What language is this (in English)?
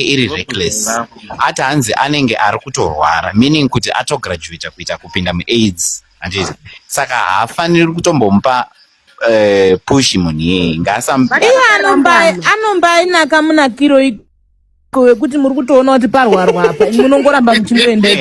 Shona